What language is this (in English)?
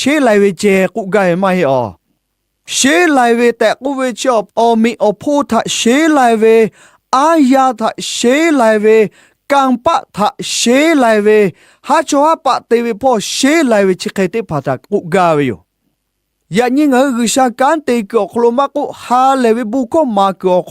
Lahu